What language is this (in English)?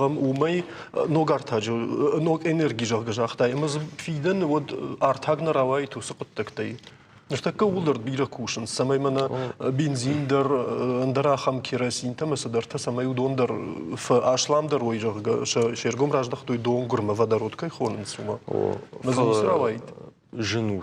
Ossetic